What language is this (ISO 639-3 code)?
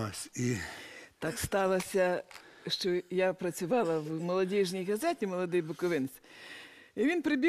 ukr